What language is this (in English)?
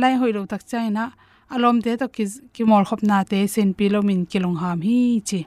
Tedim Chin